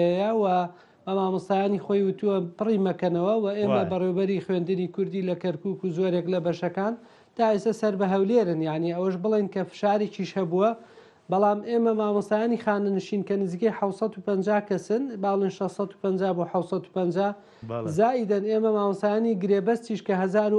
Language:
Central Kurdish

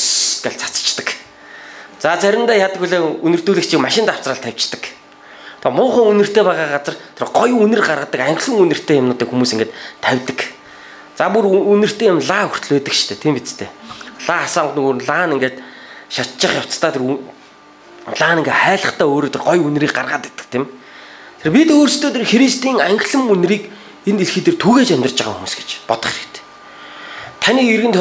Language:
Mongolian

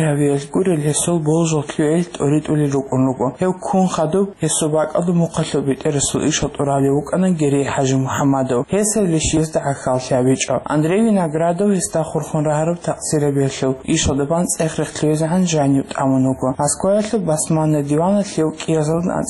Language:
Avaric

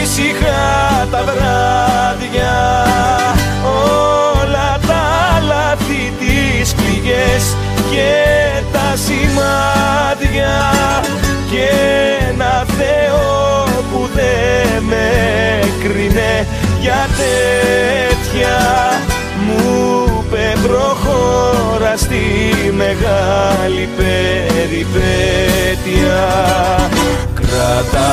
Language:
Greek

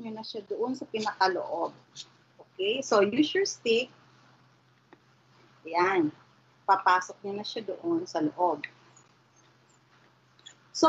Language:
Filipino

